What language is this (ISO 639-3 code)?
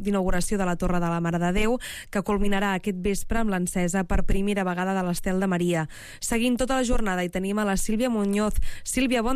cat